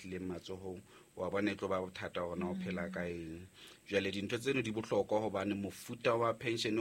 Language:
Southern Sotho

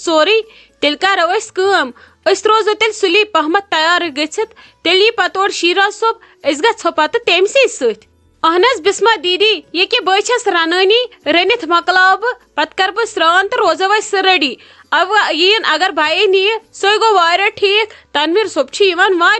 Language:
Kashmiri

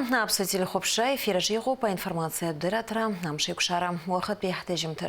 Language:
Abkhazian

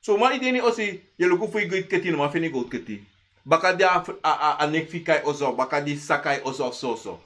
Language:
Sranan Tongo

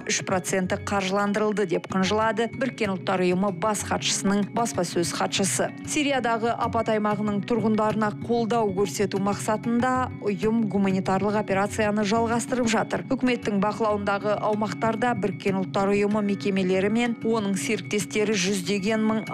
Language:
Kazakh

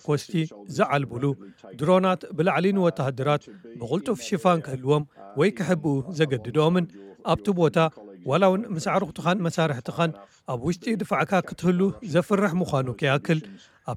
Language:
Tigrinya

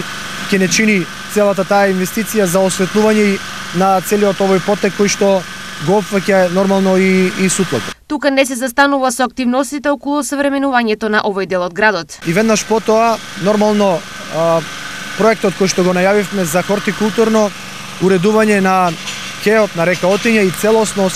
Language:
Macedonian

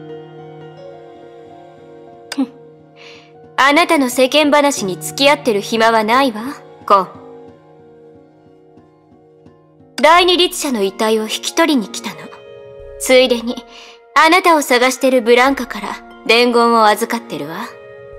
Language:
Japanese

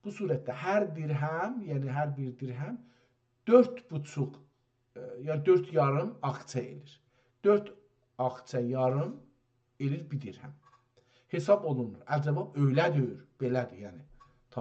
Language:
South Azerbaijani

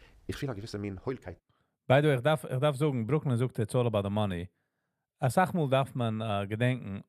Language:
Yiddish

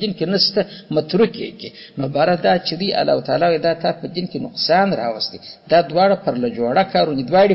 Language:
Pashto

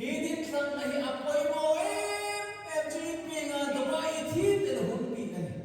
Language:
Hmar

